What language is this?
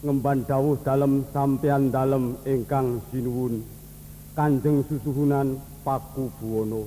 Javanese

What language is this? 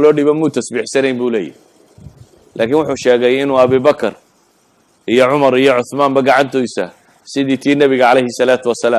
Somali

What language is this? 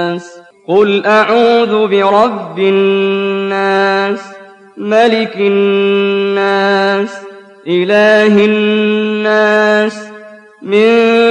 Arabic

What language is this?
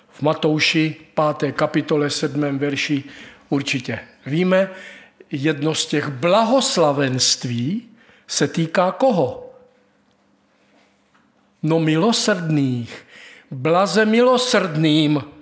Czech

